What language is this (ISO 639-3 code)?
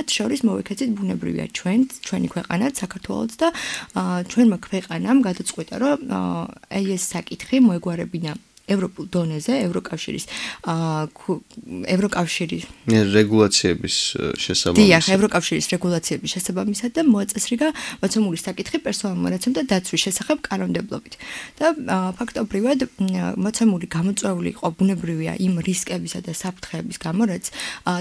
kat